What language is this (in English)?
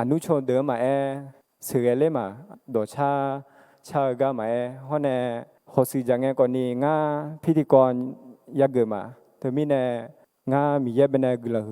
Akha